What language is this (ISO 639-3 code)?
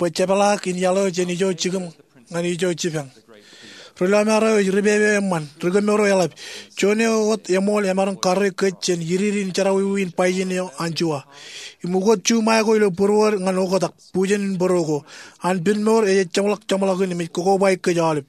mah